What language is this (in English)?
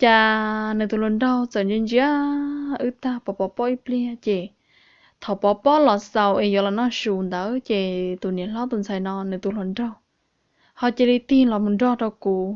Hmong